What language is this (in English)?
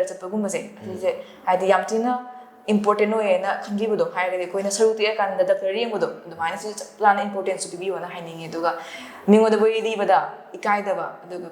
Manipuri